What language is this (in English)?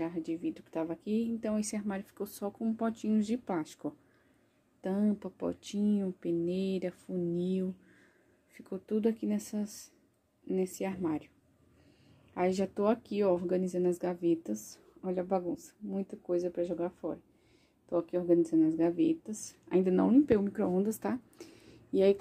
Portuguese